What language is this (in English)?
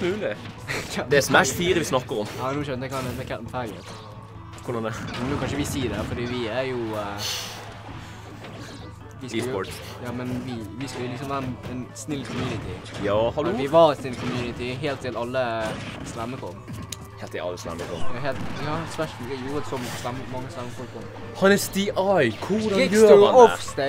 Norwegian